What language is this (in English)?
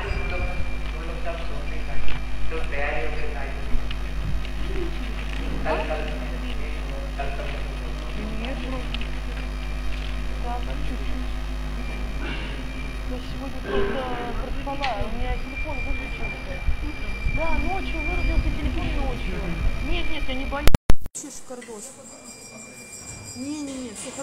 Russian